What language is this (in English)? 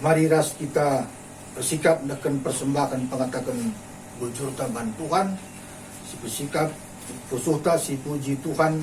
Batak Karo